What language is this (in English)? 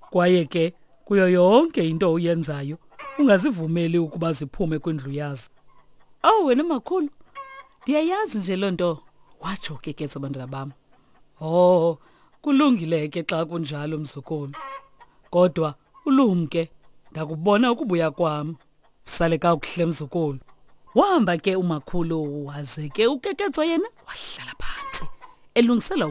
Xhosa